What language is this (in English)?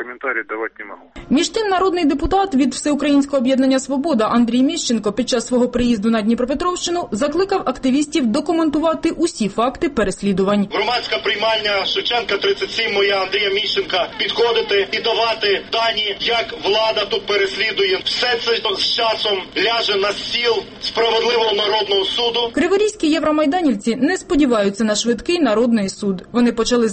Ukrainian